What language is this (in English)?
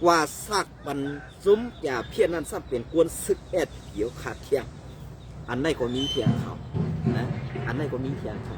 Shan